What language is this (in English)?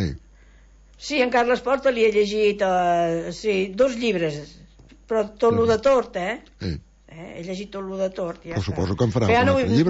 Catalan